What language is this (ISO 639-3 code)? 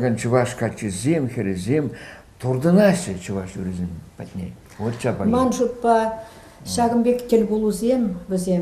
chv